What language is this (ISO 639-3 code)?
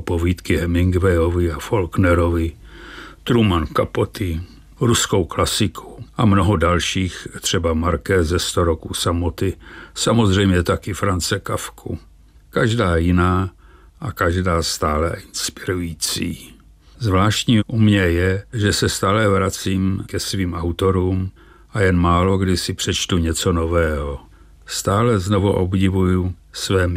ces